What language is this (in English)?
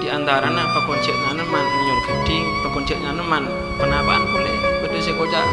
Madurese